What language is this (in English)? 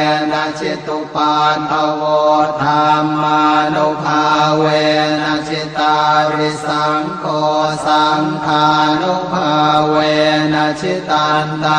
Pali